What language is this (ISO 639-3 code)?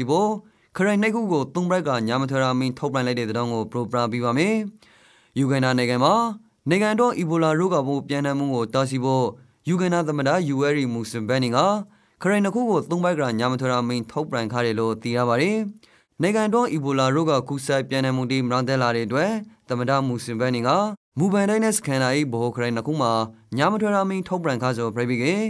rki